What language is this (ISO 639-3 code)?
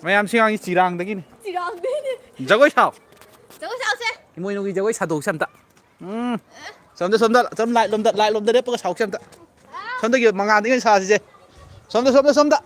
mni